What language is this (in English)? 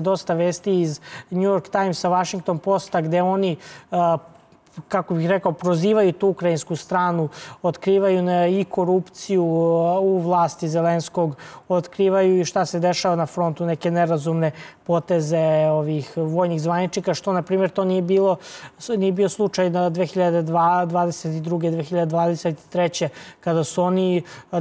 Serbian